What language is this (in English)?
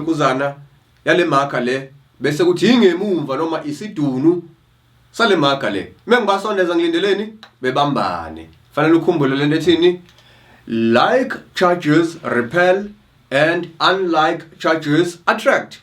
Zulu